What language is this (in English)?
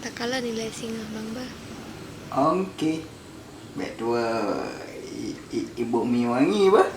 Achinese